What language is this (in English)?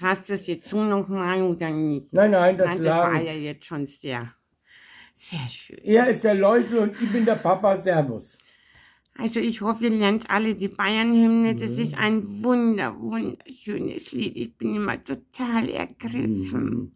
Bavarian